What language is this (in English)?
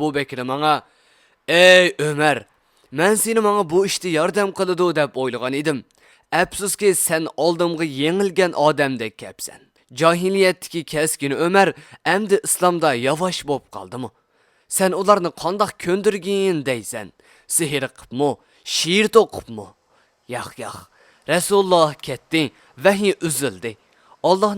Uyghur